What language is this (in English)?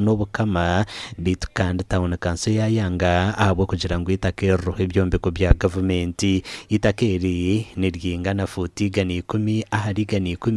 Nyankole